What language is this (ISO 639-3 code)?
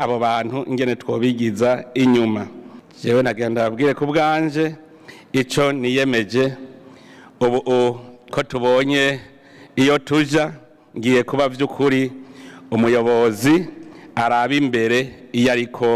run